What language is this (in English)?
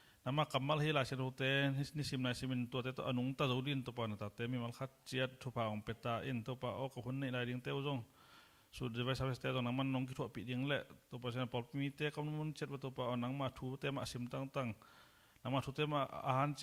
Tedim Chin